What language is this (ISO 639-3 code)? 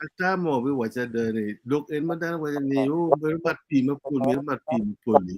ach